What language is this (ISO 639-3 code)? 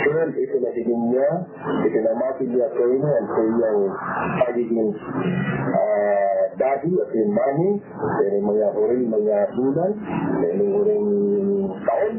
bik